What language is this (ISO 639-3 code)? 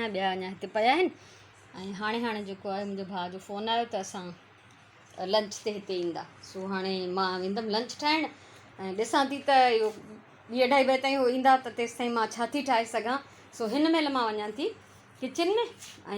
snd